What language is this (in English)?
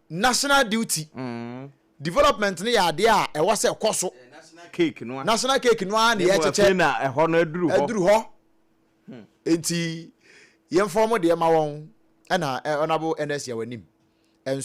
Akan